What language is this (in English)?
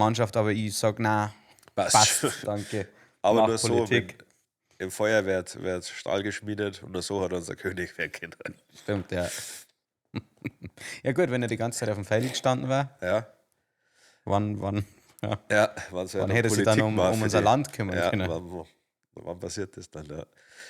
Bavarian